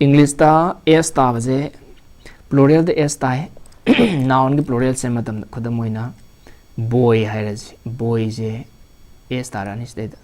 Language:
Manipuri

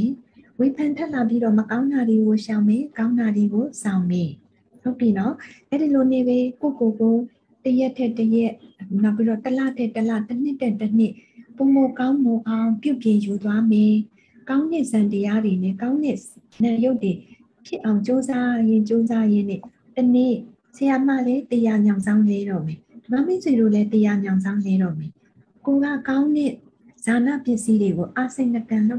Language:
Burmese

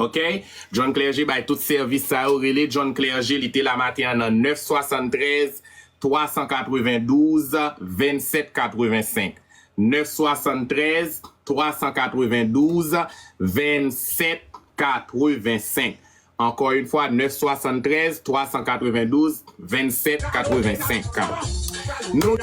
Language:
Haitian Creole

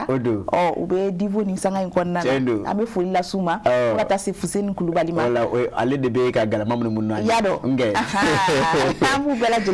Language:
Bambara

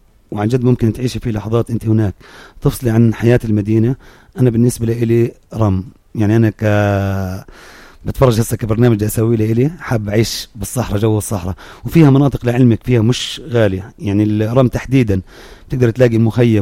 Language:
North Levantine Arabic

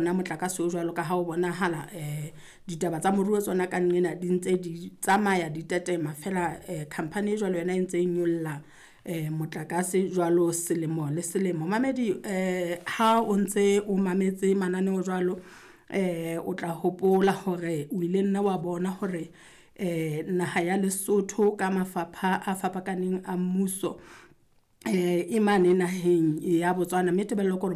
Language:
Southern Sotho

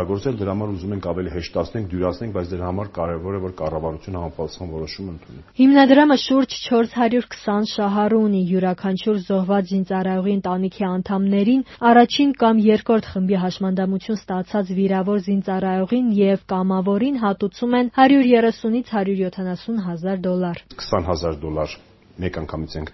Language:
Armenian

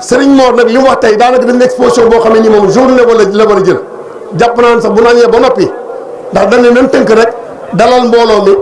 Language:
Wolof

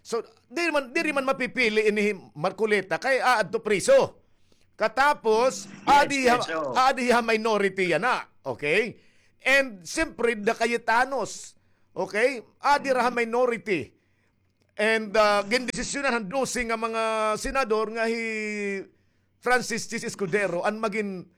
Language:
Waray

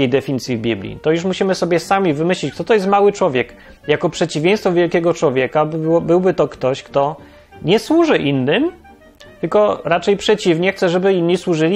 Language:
Polish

